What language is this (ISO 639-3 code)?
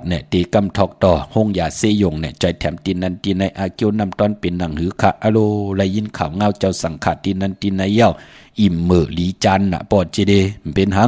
shn